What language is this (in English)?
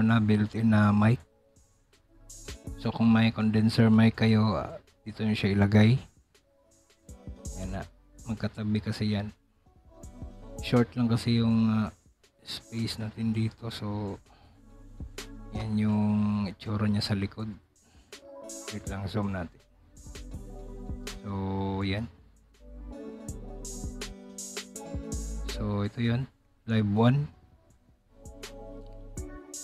Filipino